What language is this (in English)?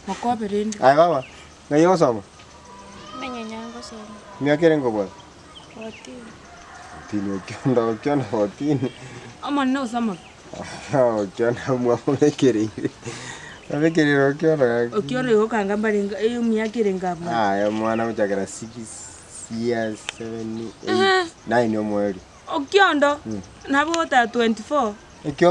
Gusii